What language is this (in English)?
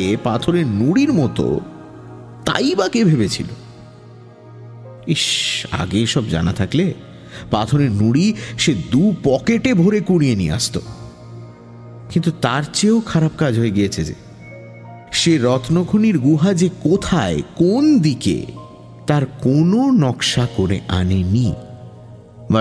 Bangla